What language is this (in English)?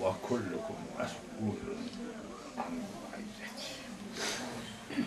Zaza